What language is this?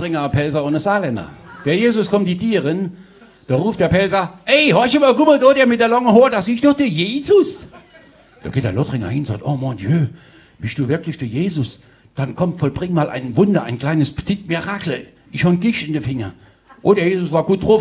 Palatine German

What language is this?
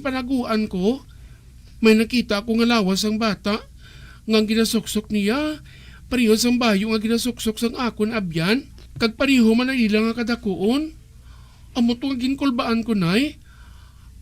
Hiligaynon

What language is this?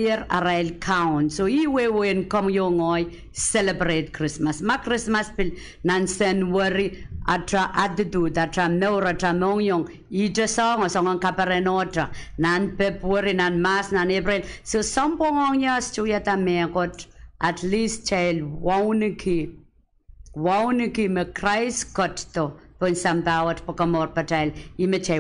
Pohnpeian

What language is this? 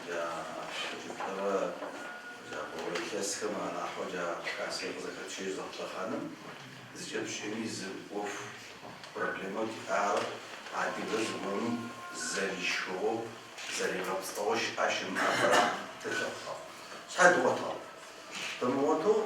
Adyghe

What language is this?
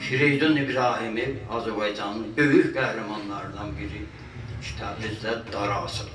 South Azerbaijani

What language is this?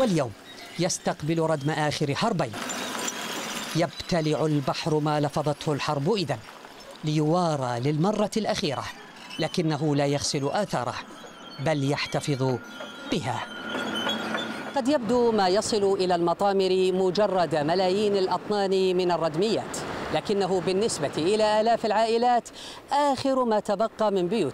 Arabic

